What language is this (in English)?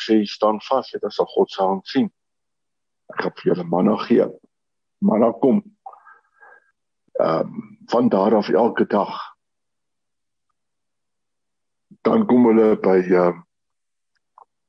Afrikaans